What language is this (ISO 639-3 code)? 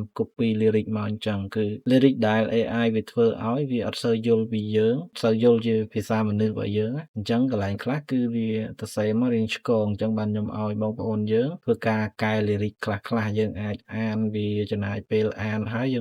khm